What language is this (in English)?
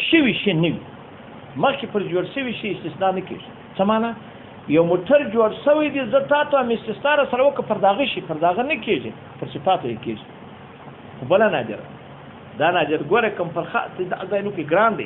Pashto